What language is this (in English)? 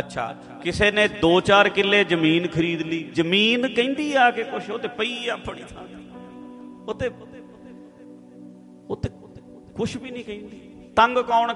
Punjabi